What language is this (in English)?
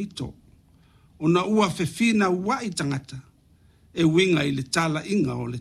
Samoan